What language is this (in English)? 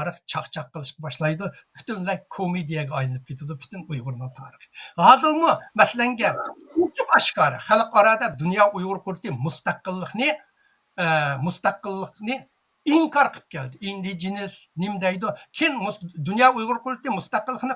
Uyghur